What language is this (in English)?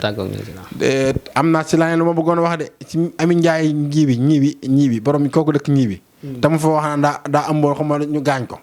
Wolof